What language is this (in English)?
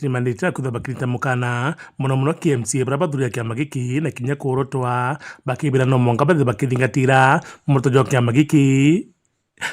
Meru